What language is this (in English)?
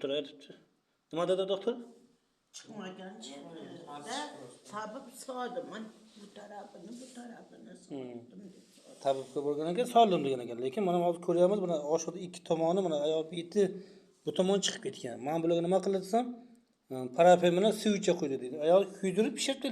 Uzbek